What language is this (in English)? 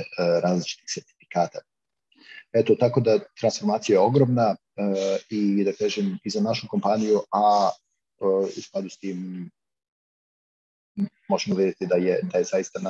Serbian